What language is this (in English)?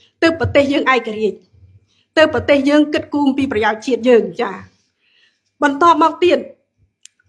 Khmer